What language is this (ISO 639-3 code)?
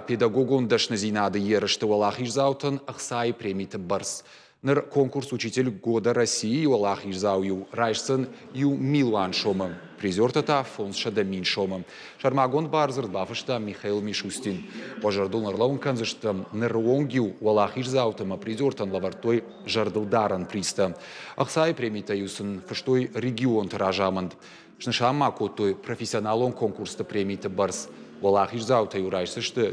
oss